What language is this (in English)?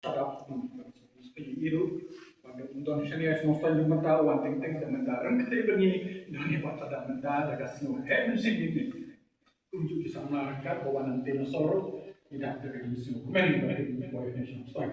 Khasi